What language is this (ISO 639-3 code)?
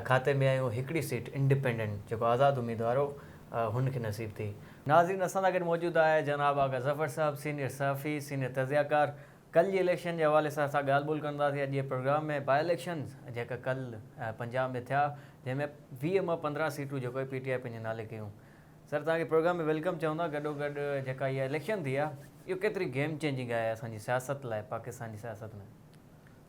snd